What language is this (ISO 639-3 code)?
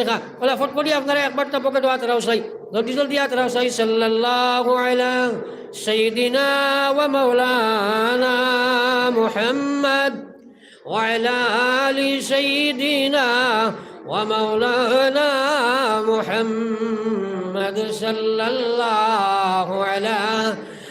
syl